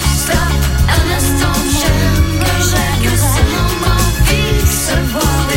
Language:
French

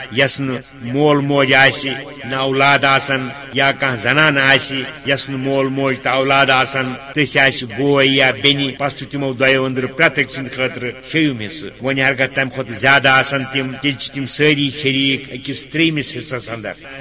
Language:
Kashmiri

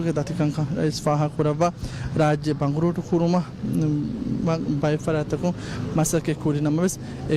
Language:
Divehi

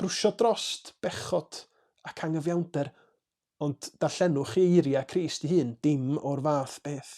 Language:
Welsh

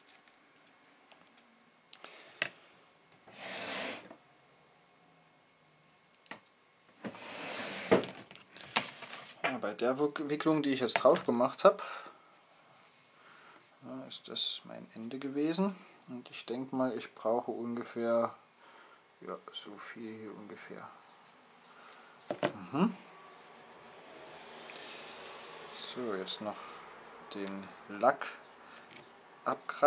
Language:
German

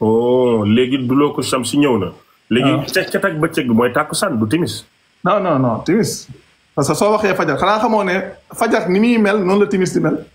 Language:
Wolof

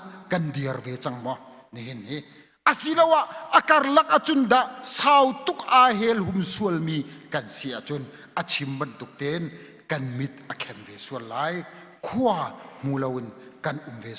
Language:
Hakha Chin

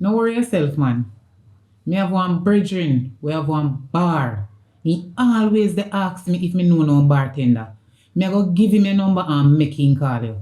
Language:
Jamaican Creole English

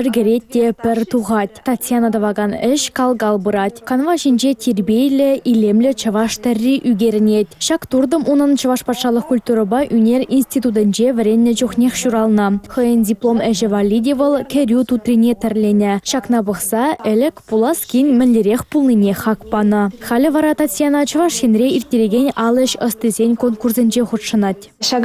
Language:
Chuvash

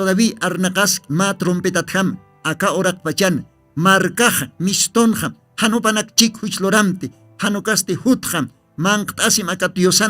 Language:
Aymara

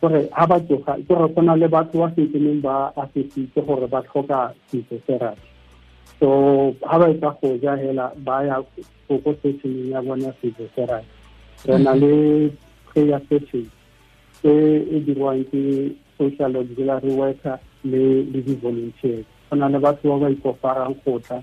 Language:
Tswana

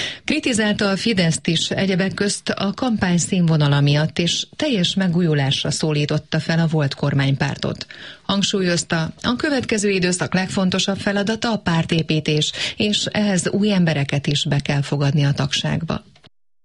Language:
Hungarian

